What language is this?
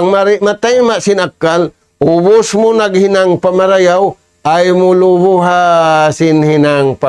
Tausug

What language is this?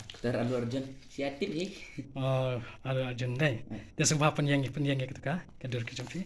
Khasi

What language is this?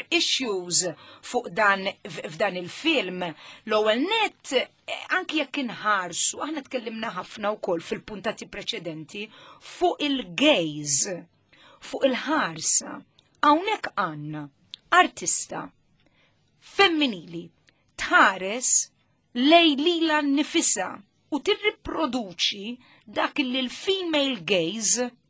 Maltese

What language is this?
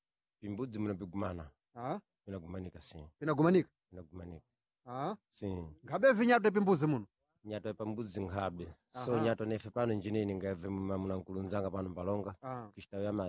Sena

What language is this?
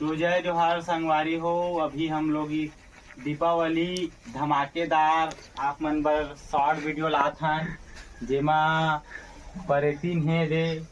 Chhattisgarhi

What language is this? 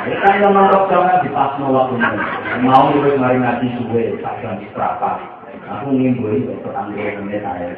Javanese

